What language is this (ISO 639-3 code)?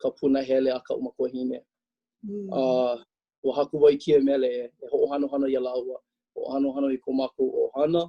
haw